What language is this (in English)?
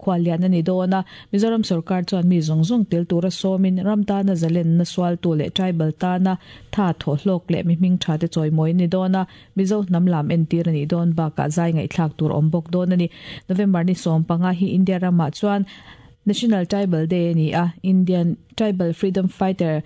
Mizo